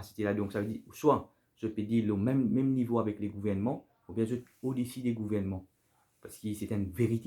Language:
Morisyen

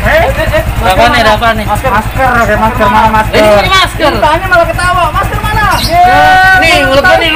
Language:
Betawi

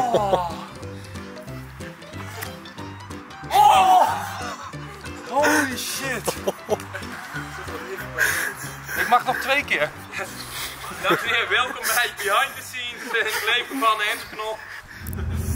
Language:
Dutch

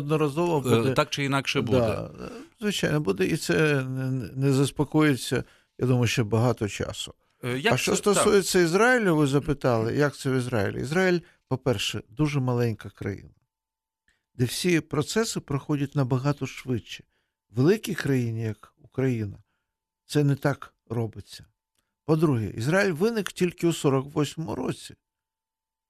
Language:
Ukrainian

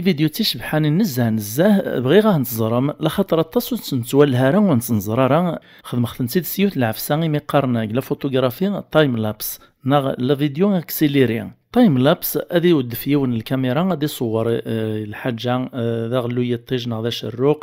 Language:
Kabyle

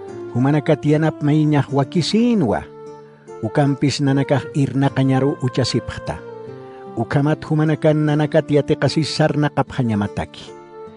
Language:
Aymara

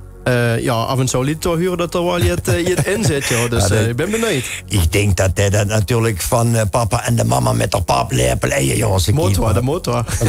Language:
Limburgish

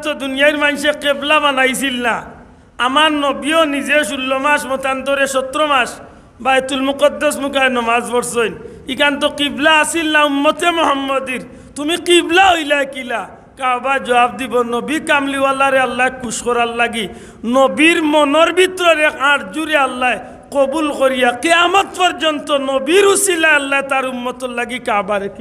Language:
Sylheti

